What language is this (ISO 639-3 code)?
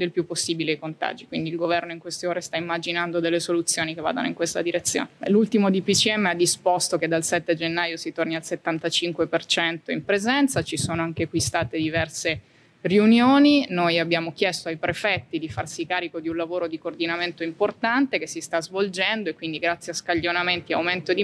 ita